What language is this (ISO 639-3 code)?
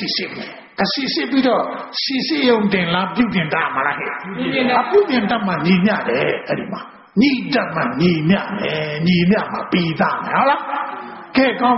mya